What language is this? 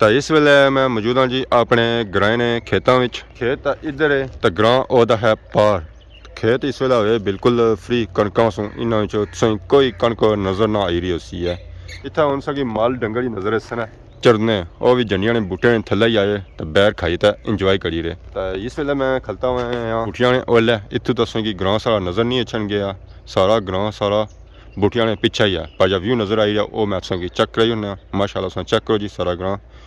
Pahari-Potwari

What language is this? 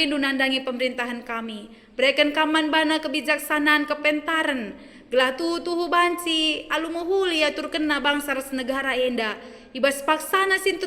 Batak Karo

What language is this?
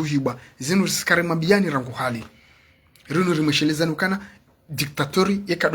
Ngazidja Comorian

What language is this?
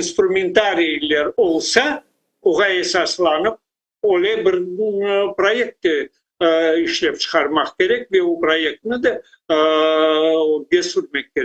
Crimean Tatar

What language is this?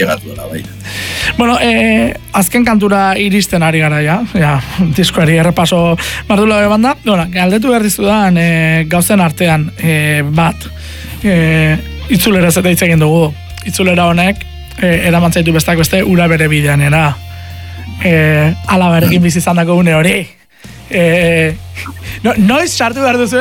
Basque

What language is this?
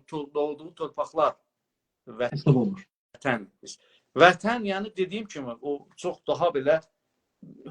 South Azerbaijani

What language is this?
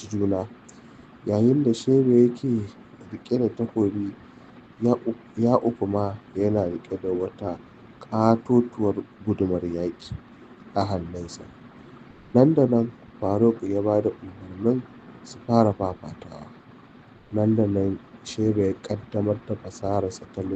Hausa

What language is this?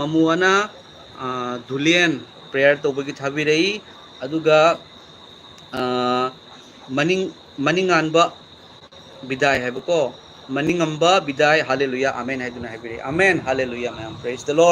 Manipuri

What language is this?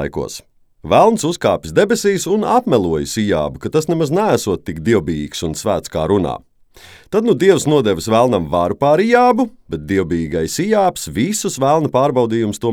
Latvian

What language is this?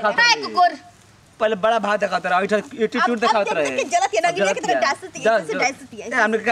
Bhojpuri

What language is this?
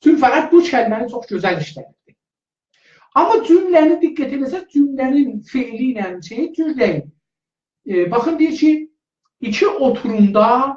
South Azerbaijani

